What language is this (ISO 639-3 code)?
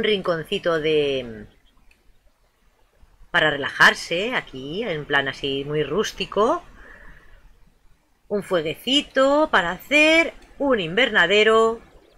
spa